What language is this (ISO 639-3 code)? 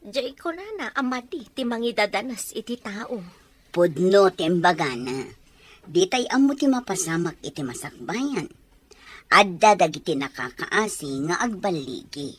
ilo